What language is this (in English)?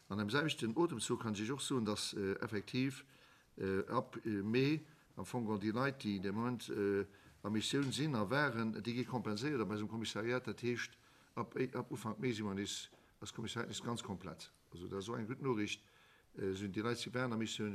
Luxembourgish